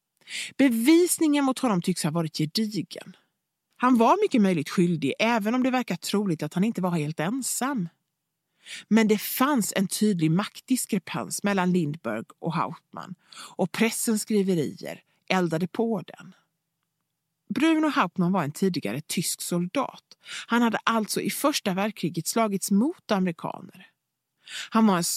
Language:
Swedish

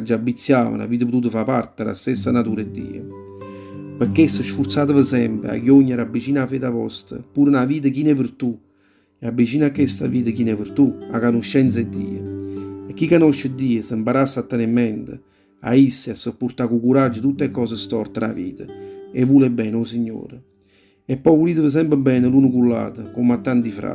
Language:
Neapolitan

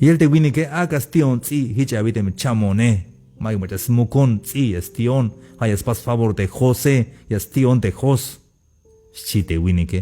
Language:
Tzeltal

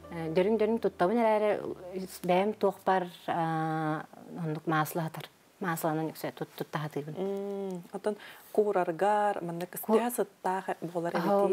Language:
Yakut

